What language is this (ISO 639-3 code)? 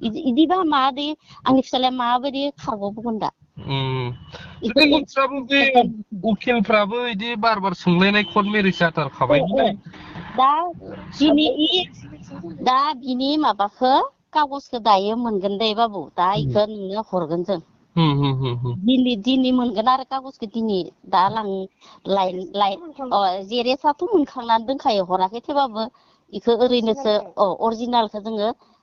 brx